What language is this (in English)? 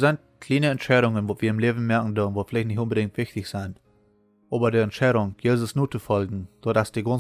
Plautdietsch